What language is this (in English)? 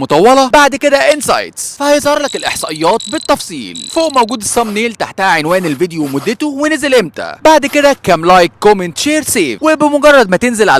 Egyptian Arabic